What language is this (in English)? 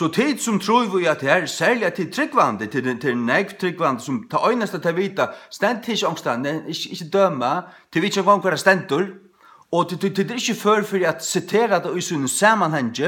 Faroese